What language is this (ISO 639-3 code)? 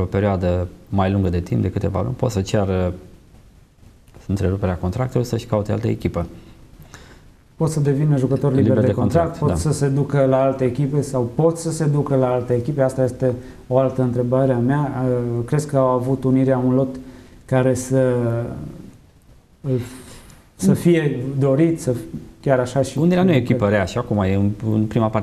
ron